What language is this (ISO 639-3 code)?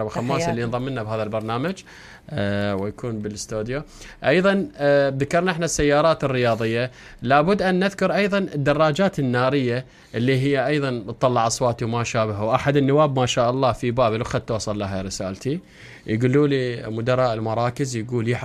acm